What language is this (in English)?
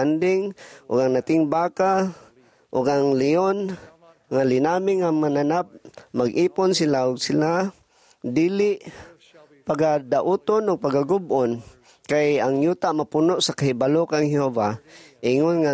Cebuano